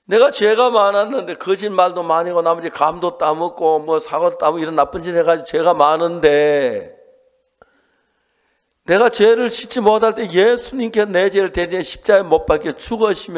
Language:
Korean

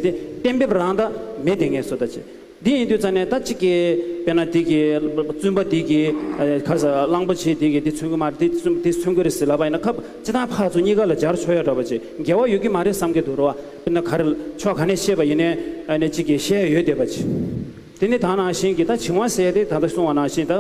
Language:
Tibetan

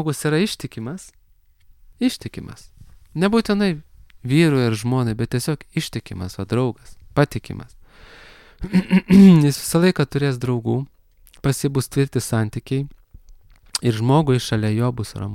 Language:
Lithuanian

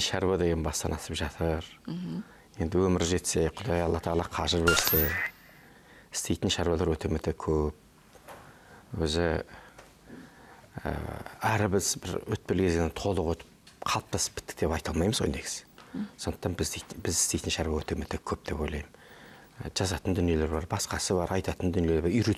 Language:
Kazakh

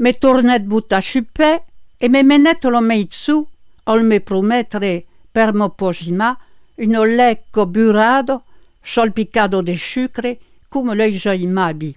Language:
Occitan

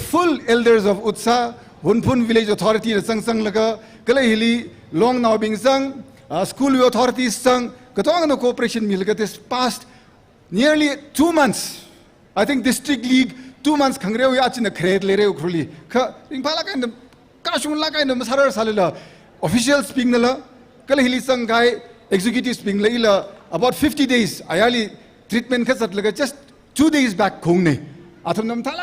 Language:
Tangkhul Naga (India)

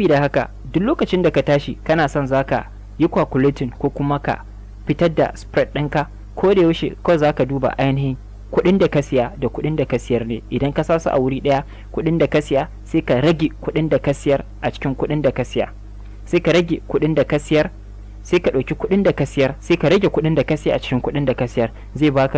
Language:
Hausa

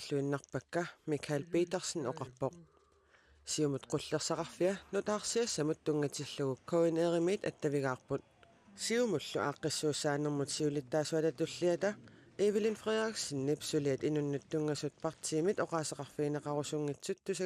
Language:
Kalaallisut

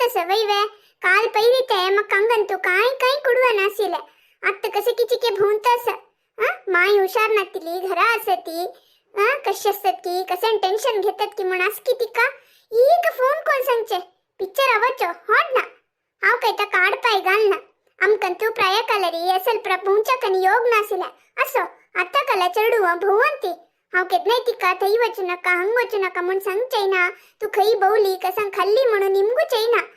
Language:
Konkani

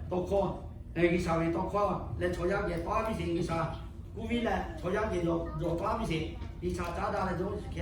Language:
Lahu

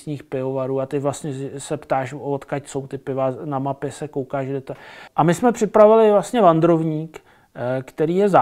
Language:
Czech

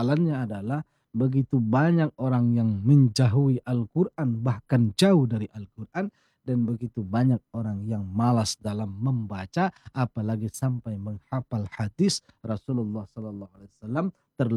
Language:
Indonesian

